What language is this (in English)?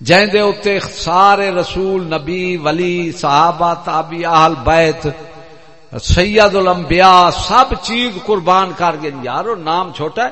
Saraiki